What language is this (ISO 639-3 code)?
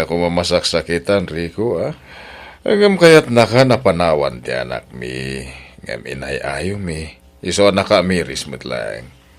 ilo